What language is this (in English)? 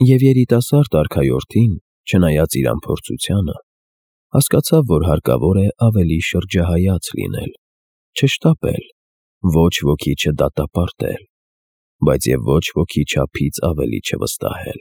Armenian